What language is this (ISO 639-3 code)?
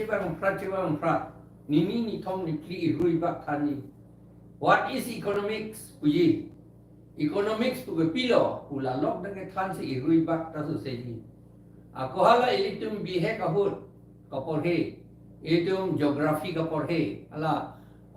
mjw